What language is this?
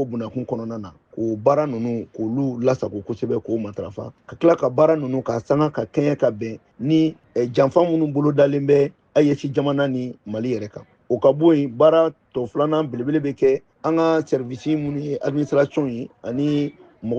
Bambara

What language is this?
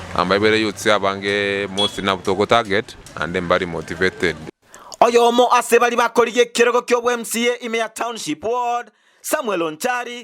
Gusii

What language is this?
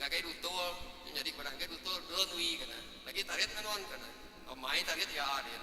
Iban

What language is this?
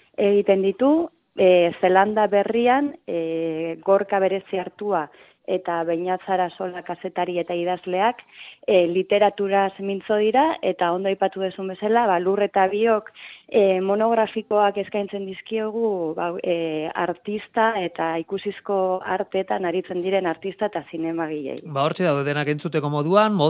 Basque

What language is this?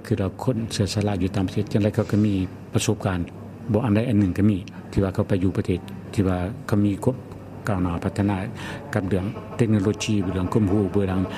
Lao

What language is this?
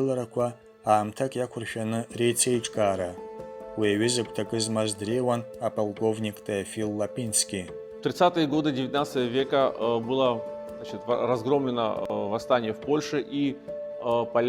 Abkhazian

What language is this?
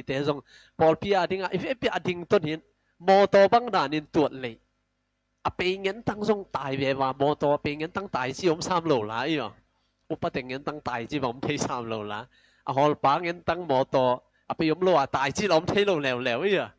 Tedim Chin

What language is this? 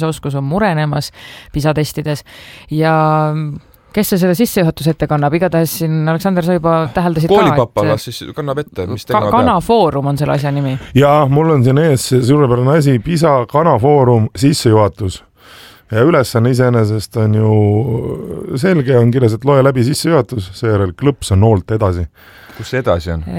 Estonian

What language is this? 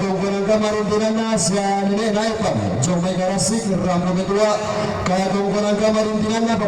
Toraja-Sa'dan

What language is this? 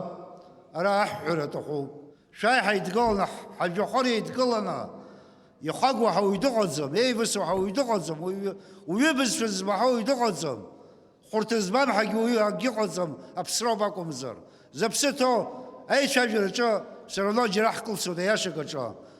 Abkhazian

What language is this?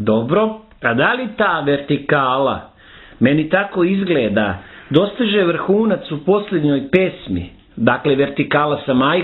Serbian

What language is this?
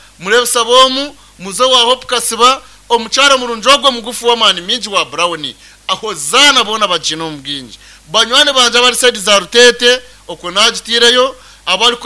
Nyankole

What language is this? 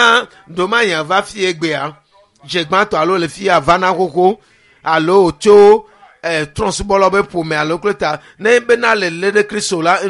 Ewe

